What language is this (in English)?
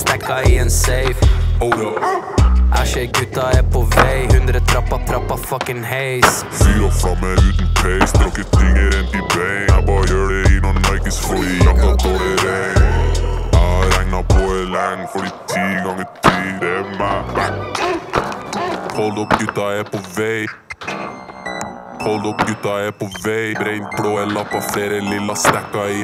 Norwegian